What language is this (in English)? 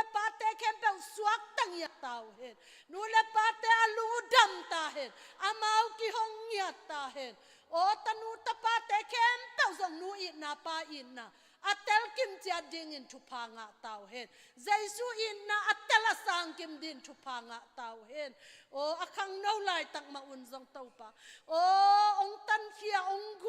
Tedim Chin